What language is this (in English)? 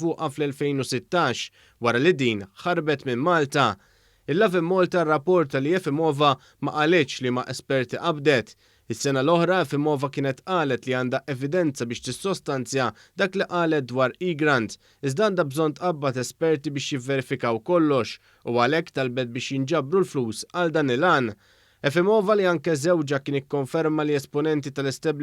Maltese